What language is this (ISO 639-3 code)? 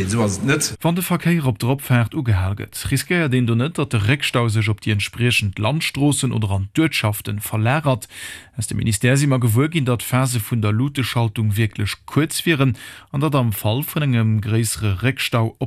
ltz